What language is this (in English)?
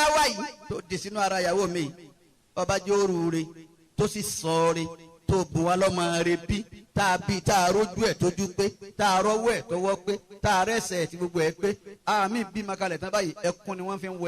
Yoruba